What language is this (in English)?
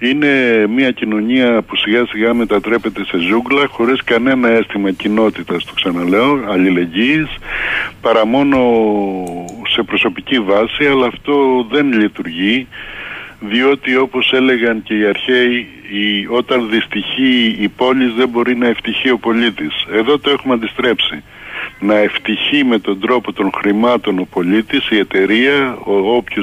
Greek